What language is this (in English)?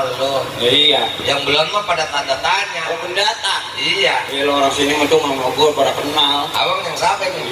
Betawi